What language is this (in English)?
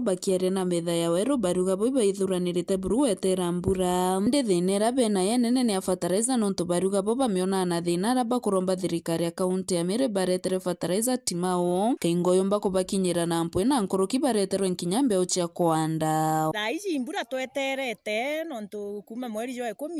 Meru